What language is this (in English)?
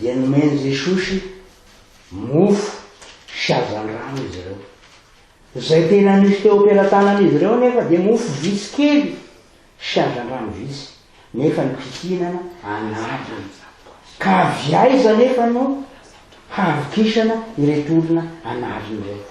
Malagasy